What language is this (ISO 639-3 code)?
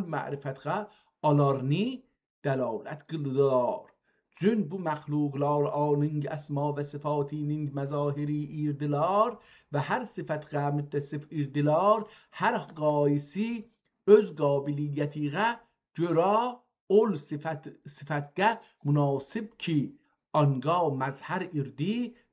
azb